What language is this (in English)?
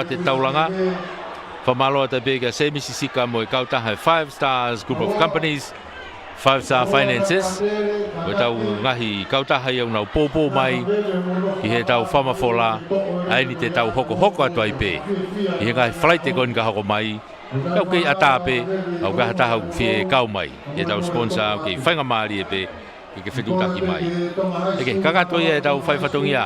Tongan